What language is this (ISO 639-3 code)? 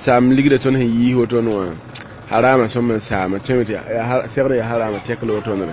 mos